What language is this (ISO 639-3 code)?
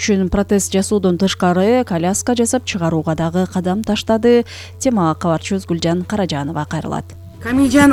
kir